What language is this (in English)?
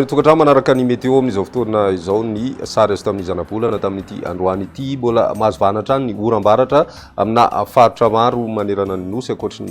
Malagasy